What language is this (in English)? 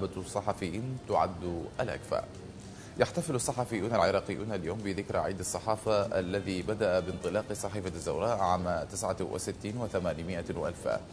Mesopotamian Arabic